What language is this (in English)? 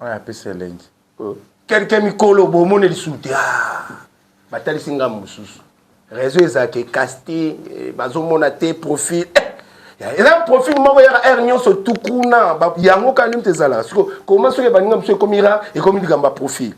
Lingala